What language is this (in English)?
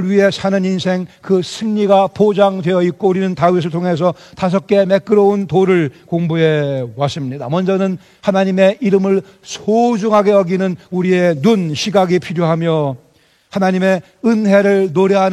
Korean